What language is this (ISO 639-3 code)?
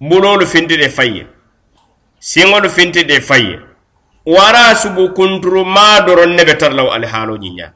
man